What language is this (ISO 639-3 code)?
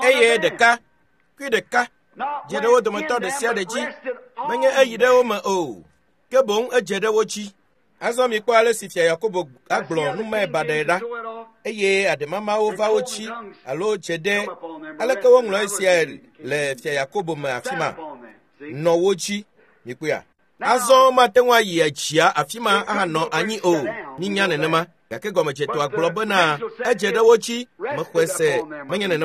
ewe